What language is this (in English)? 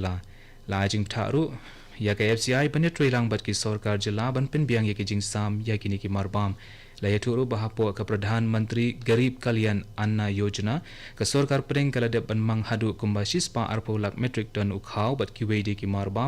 Khasi